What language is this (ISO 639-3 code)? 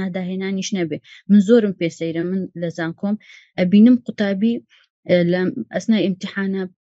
ckb